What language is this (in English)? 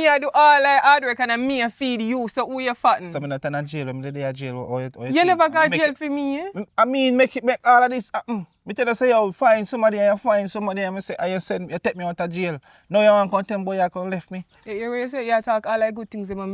Jamaican Creole English